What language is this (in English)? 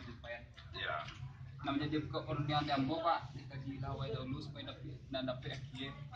Minangkabau